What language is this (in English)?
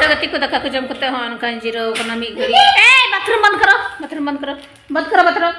Santali